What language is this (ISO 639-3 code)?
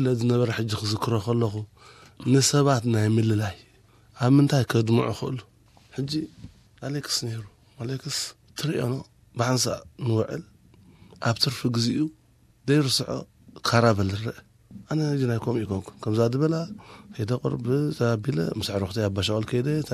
tir